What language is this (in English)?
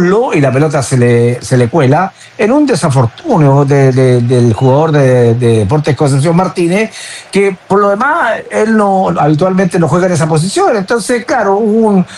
Spanish